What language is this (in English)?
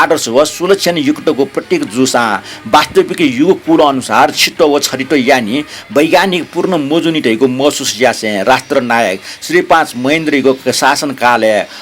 Newari